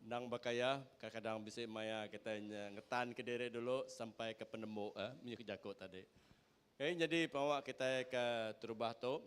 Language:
Iban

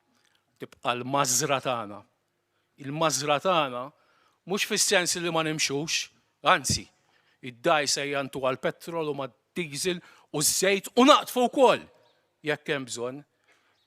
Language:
Maltese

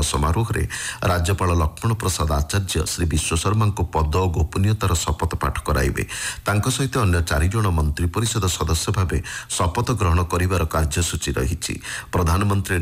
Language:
Odia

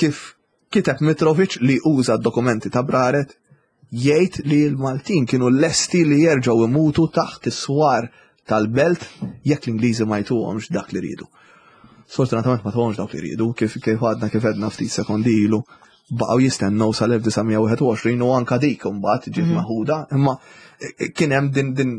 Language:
Maltese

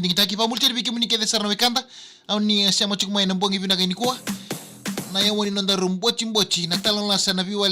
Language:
Fijian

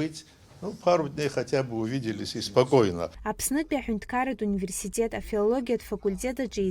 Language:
Abkhazian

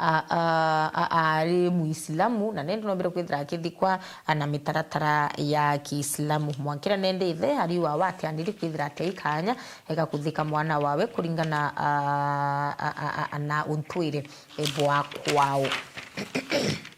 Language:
Meru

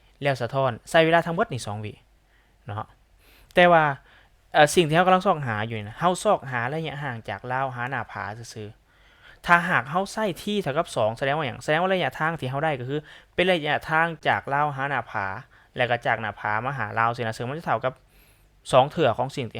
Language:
Lao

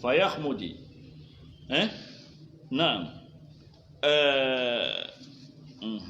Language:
Fula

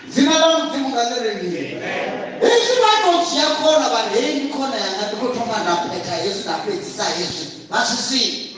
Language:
Venda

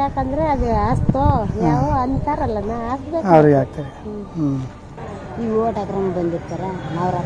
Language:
Kannada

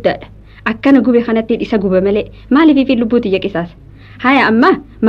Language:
Oromo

